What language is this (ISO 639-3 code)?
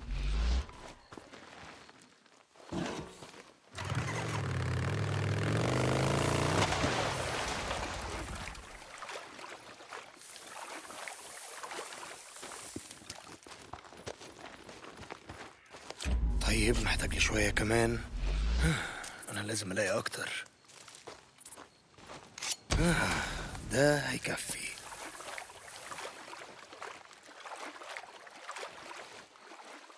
arz